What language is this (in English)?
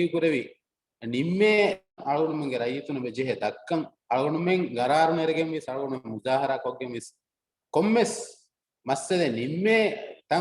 Divehi